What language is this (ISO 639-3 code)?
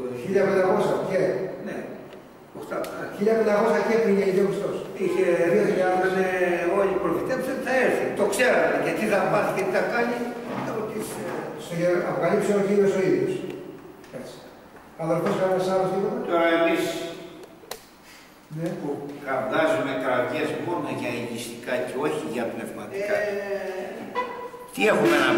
ell